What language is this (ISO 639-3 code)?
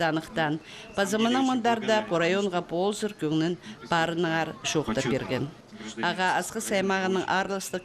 kjh